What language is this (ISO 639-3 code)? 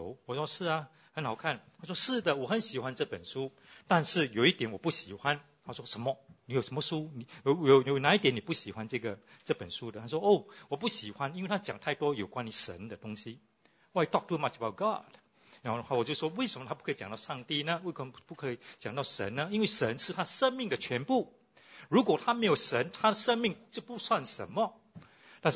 zho